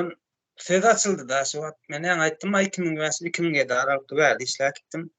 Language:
Turkmen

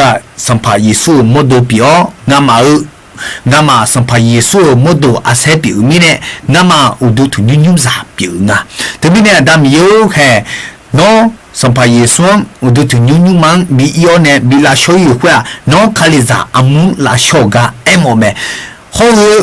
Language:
Akha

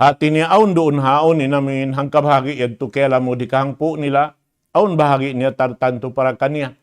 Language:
Tausug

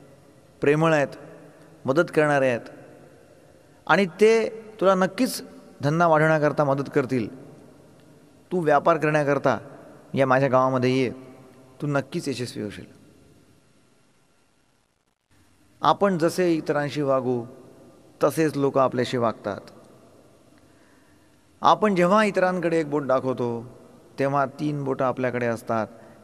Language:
Marathi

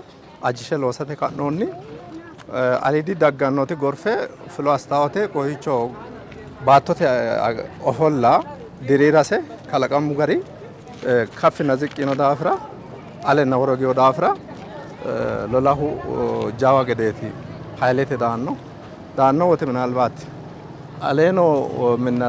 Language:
Sidamo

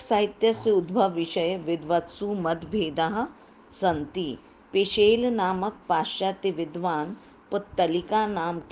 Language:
Sanskrit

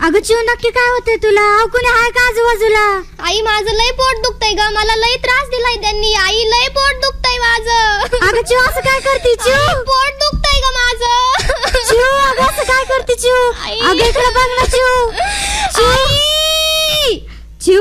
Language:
Marathi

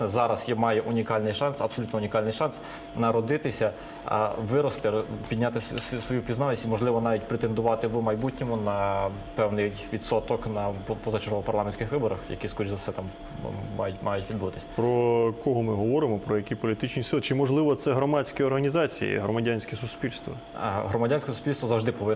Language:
Ukrainian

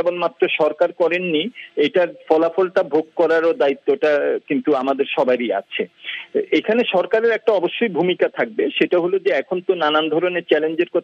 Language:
Bangla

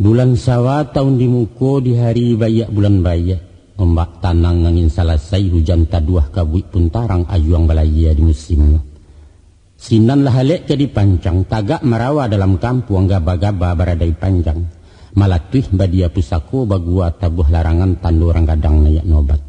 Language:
Minangkabau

